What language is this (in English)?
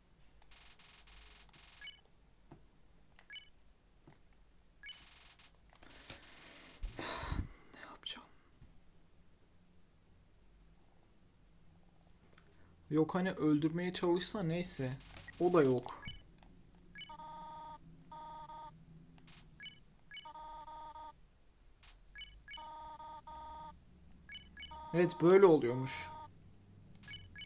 Turkish